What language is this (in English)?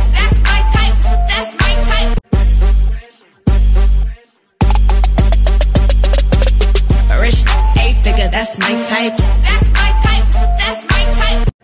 English